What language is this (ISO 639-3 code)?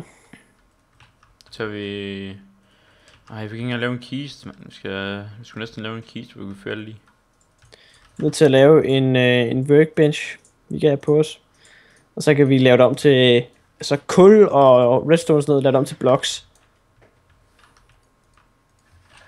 dan